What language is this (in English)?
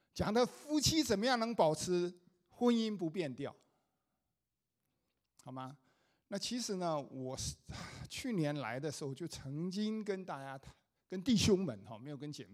Chinese